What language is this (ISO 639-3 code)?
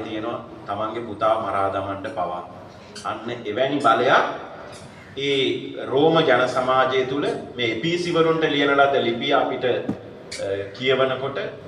sin